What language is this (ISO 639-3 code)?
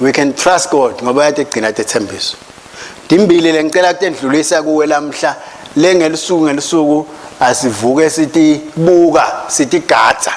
ssw